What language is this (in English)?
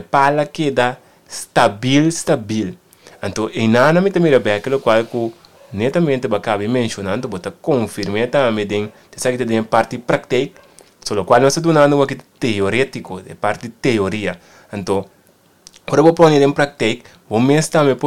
Papiamento